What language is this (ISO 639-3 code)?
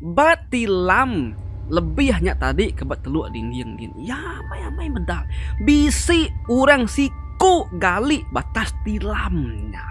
iba